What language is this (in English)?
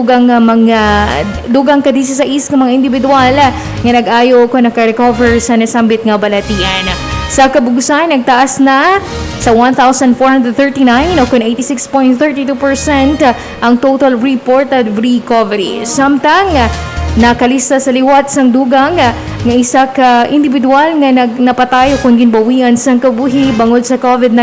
Hiligaynon